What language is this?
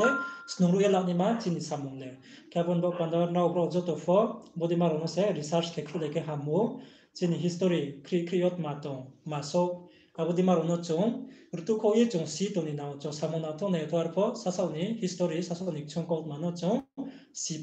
Riang (India)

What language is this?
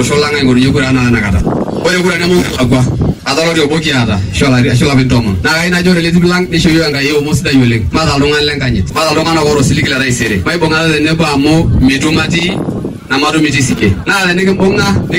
Masai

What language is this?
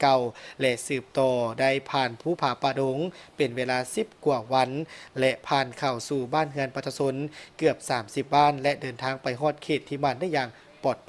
Lao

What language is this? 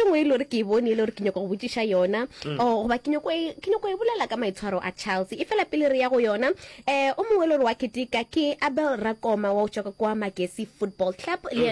Northern Sotho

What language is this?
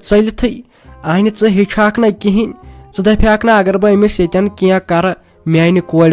Kashmiri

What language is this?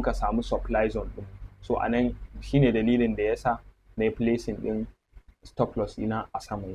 Hausa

